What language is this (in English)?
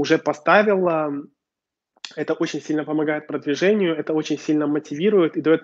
Russian